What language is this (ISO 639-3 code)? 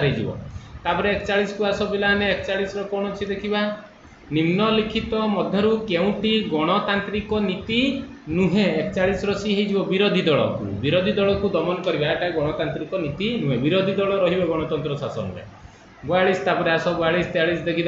ori